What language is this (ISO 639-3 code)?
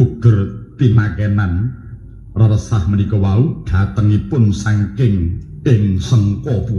jav